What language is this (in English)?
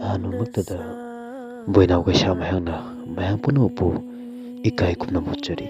Manipuri